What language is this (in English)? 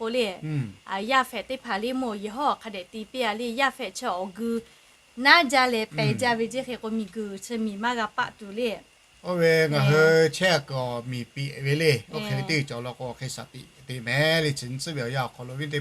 Lahu